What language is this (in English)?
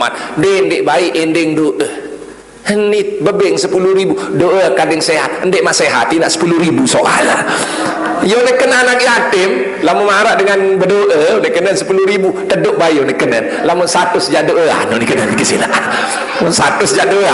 Sasak